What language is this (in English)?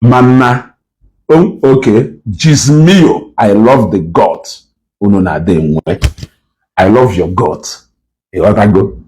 Igbo